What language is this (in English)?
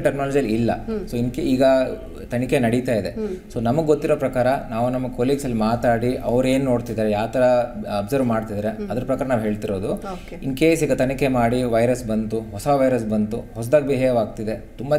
Kannada